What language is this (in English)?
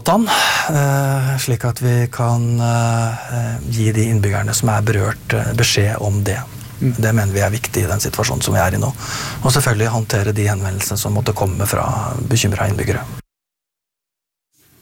Norwegian